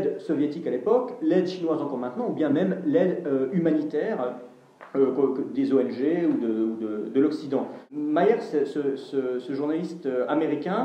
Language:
French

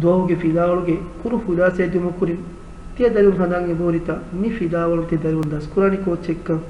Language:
Divehi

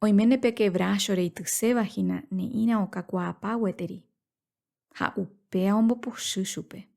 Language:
Guarani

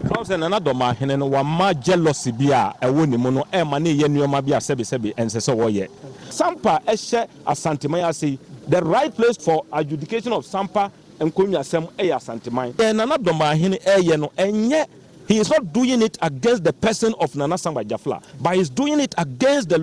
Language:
Akan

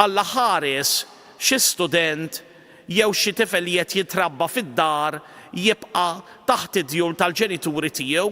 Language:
Maltese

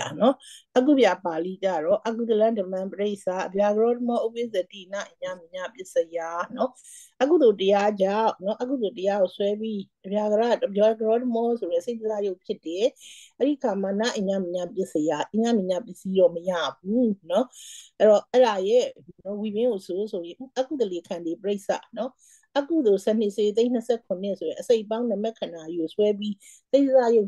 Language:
Burmese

